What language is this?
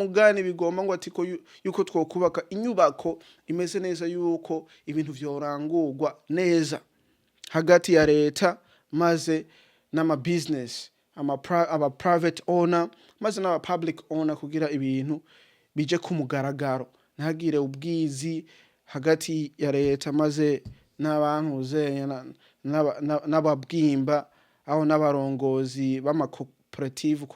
Rundi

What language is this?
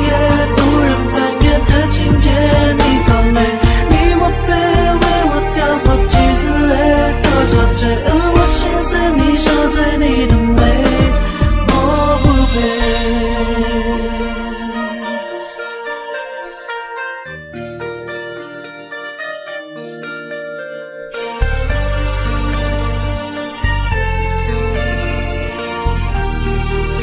Chinese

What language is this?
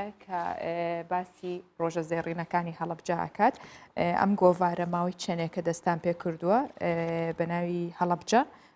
Central Kurdish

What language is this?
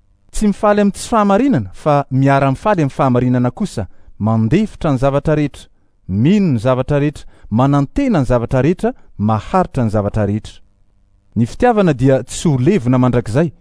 Malagasy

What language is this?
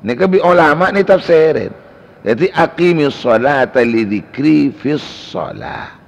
Madurese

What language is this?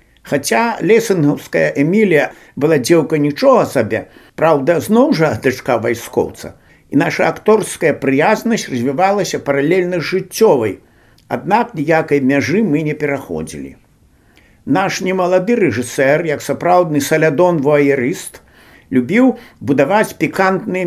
Belarusian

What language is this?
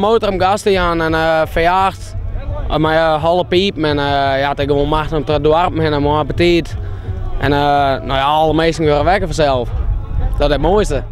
Western Frisian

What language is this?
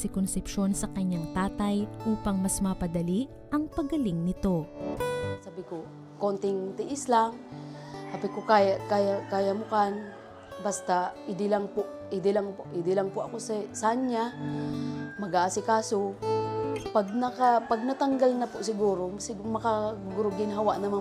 Bikol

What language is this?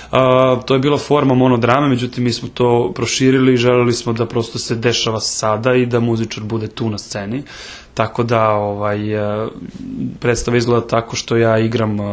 Serbian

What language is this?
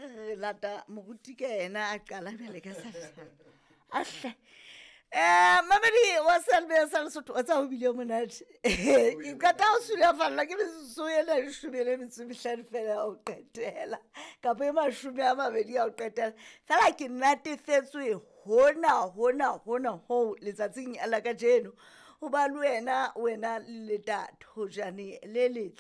Southern Sotho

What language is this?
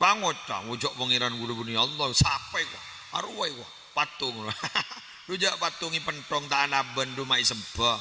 Madurese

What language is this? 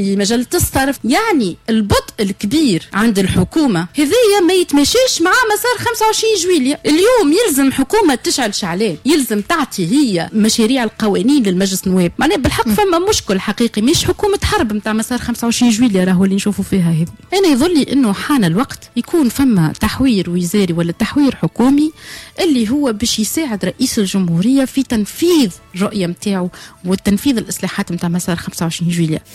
Tunisian Arabic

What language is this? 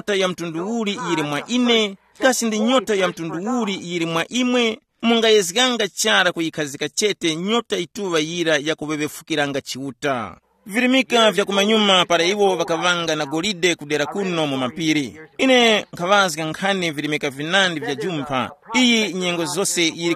Tumbuka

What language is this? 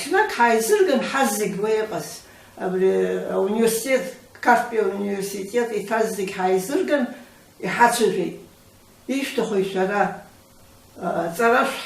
Abkhazian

